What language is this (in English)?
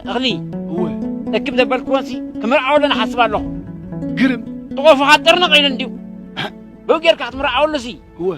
Tigrinya